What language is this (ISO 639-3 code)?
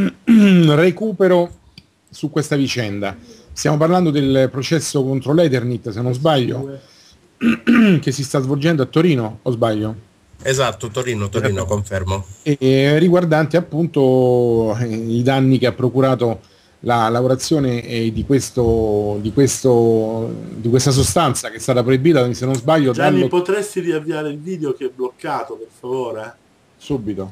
ita